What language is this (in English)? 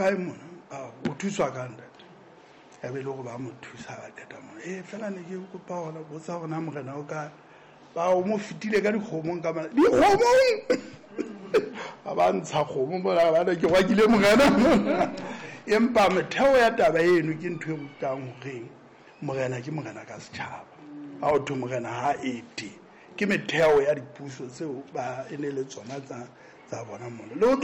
Southern Sotho